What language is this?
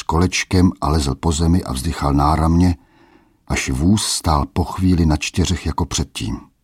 Czech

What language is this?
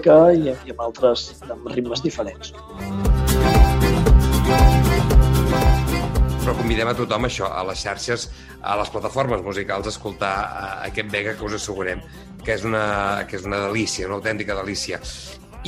Catalan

